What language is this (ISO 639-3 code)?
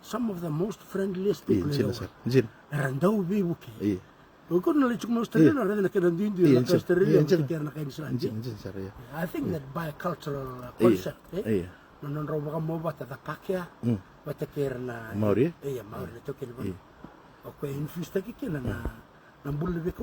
fij